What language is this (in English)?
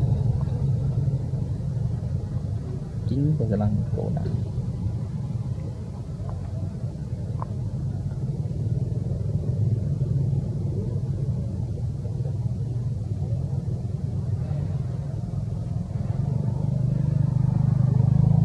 Vietnamese